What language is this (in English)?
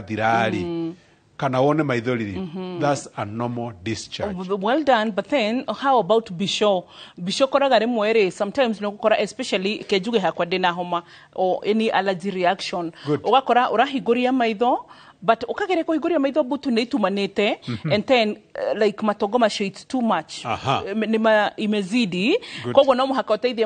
Kikuyu